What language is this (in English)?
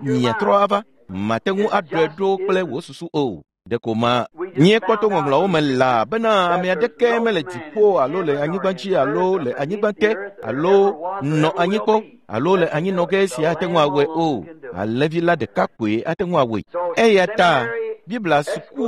Ewe